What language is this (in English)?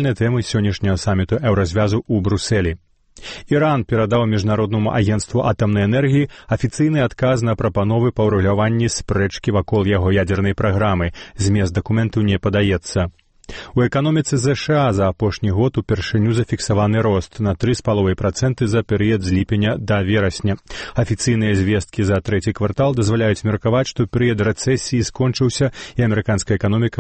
Belarusian